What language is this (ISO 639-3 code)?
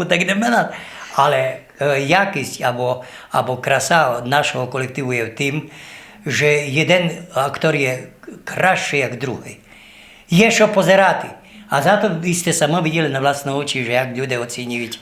rue